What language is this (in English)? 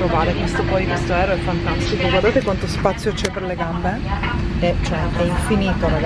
Italian